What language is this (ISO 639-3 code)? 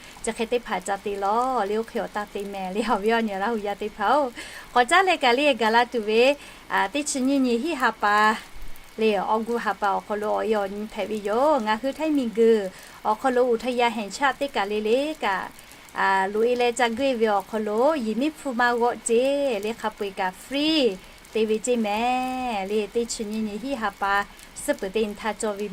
lhu